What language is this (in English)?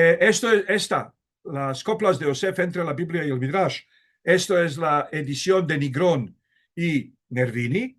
Ladino